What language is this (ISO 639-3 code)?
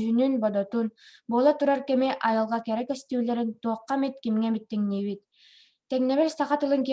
sah